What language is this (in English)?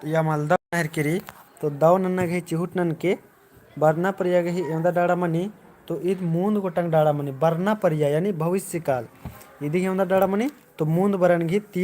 Kurukh